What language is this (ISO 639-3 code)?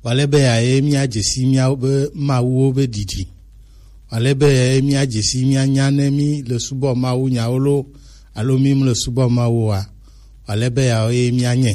gej